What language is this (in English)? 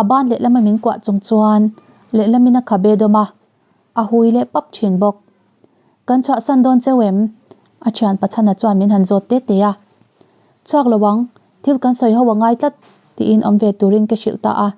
Mizo